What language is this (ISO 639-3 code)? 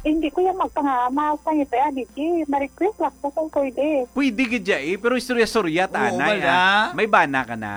hil